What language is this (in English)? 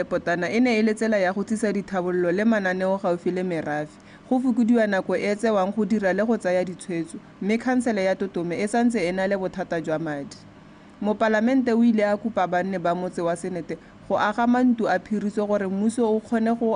Tswana